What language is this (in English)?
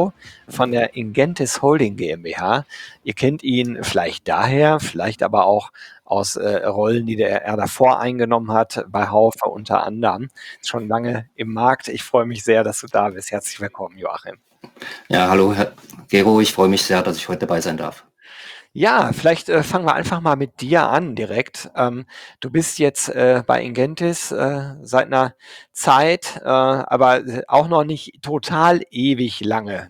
German